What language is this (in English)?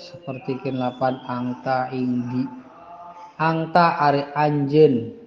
Sundanese